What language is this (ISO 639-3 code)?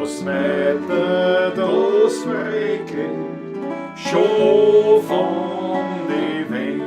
bar